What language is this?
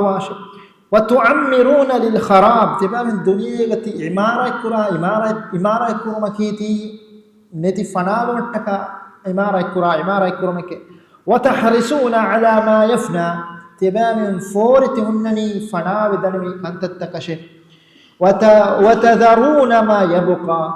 Divehi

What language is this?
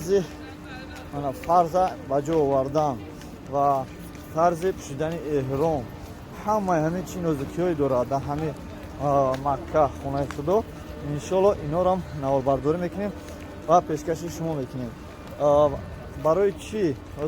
Tajik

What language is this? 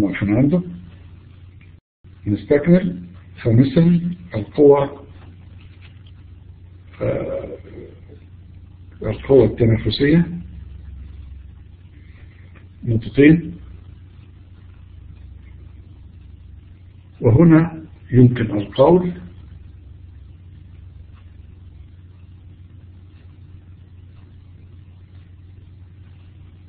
Arabic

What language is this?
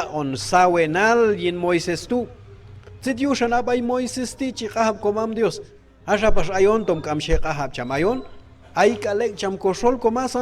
Q'anjob'al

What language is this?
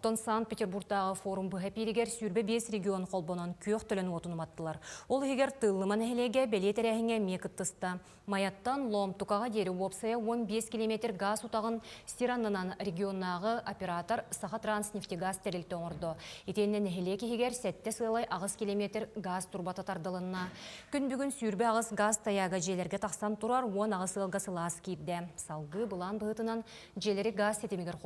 Yakut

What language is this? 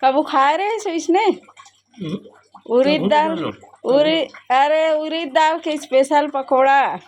Chhattisgarhi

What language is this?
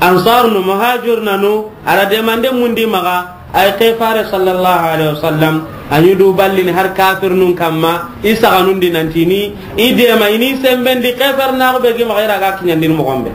Soninke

